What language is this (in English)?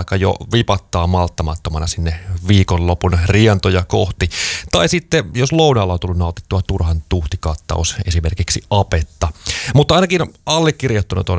Finnish